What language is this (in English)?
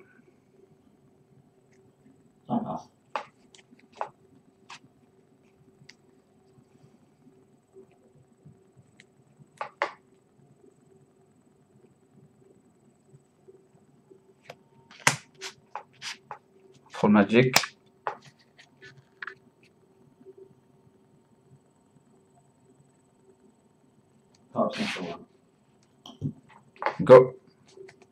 English